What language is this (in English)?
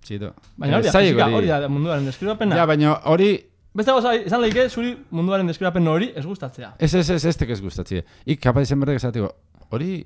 Basque